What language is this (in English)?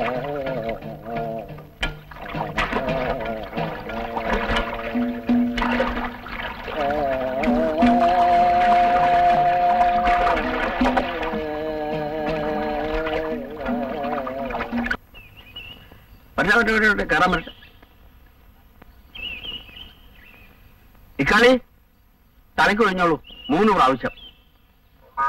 Malayalam